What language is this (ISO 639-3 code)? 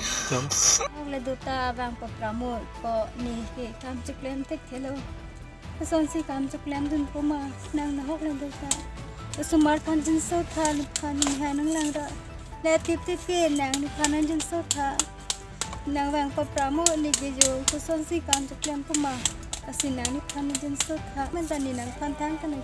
mjw